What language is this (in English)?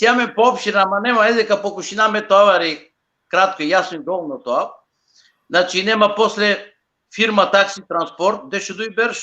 Balkan Romani